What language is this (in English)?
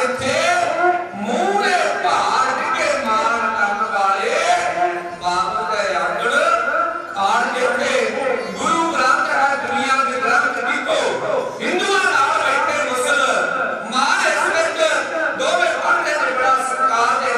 Punjabi